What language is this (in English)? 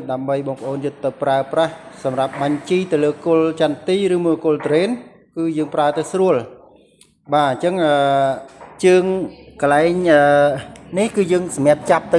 Khmer